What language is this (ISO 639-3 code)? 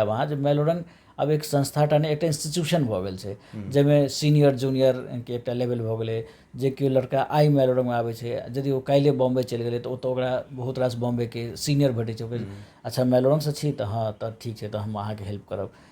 mai